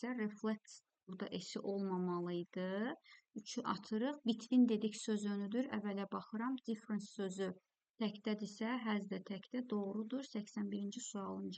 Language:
Azerbaijani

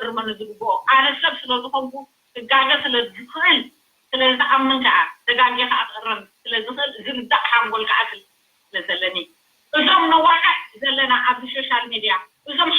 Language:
Tigrinya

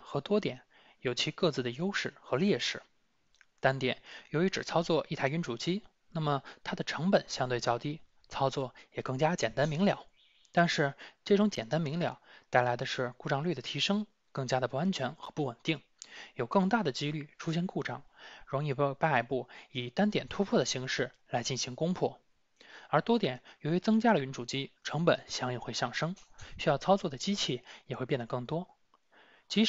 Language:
Chinese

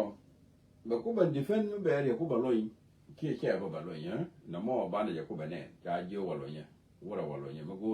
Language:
Nuer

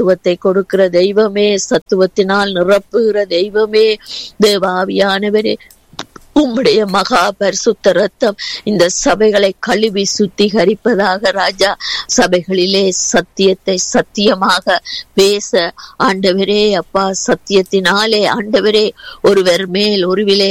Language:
Tamil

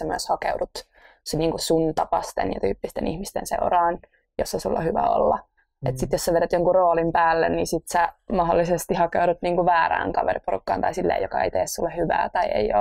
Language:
Finnish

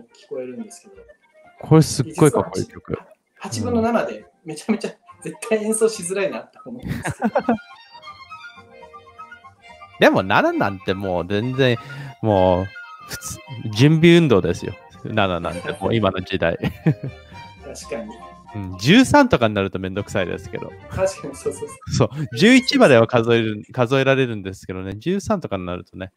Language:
Japanese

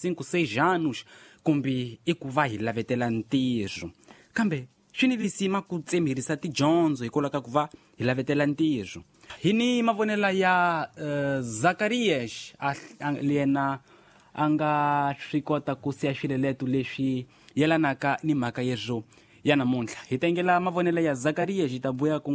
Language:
Tsonga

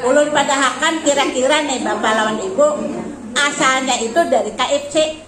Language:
Banjar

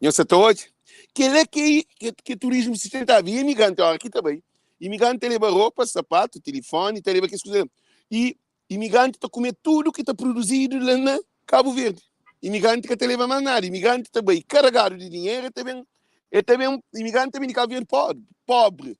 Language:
Kabuverdianu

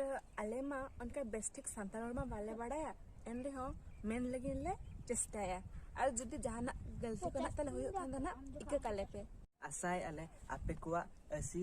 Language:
Santali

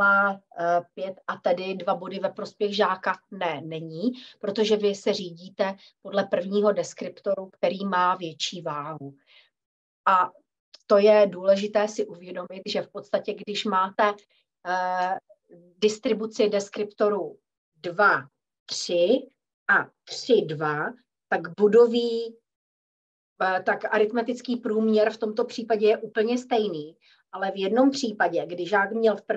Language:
Czech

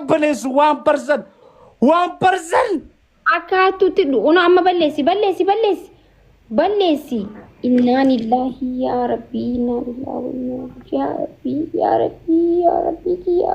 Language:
Oromo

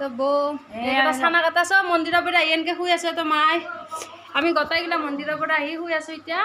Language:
Assamese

